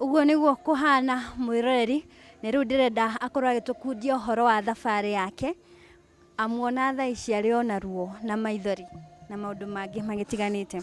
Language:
Kikuyu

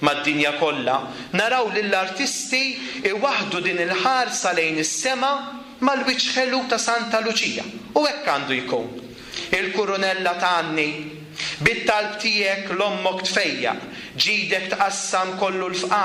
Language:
Maltese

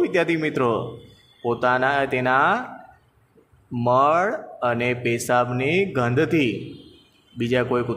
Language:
Gujarati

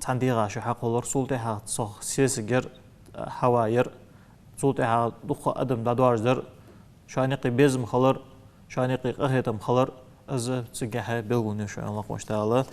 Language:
Ingush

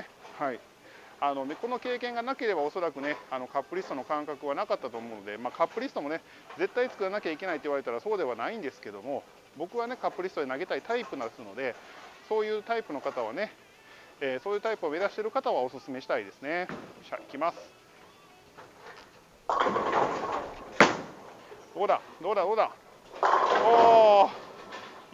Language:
Japanese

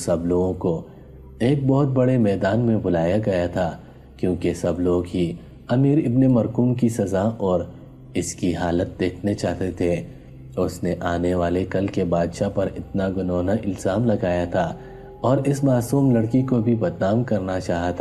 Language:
Urdu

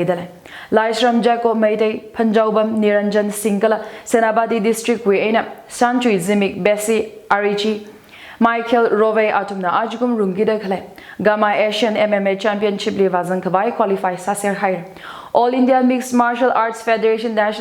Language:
Tangkhul Naga (India)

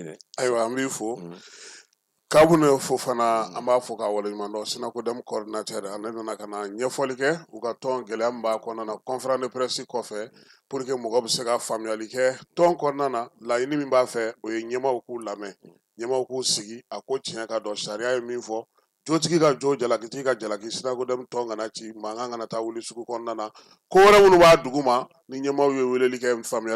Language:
Bambara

